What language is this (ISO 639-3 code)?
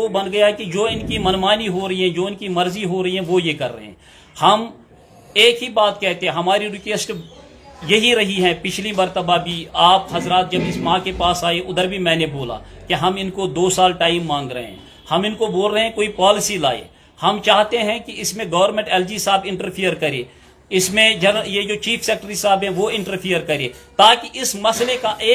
urd